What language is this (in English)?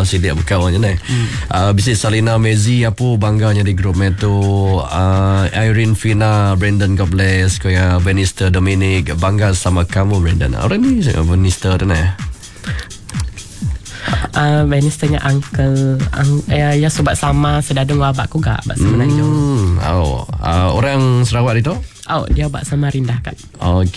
Malay